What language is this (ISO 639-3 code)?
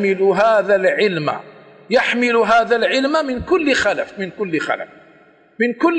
ara